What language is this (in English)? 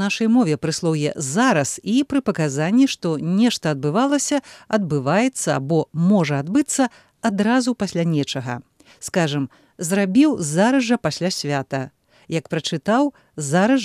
Belarusian